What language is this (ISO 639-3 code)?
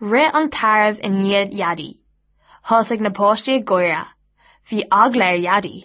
gle